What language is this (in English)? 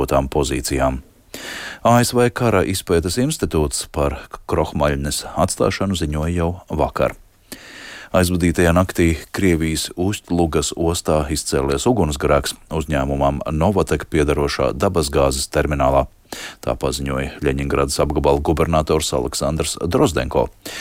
Latvian